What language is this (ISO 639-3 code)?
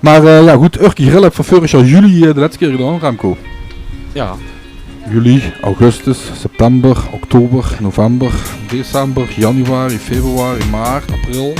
lim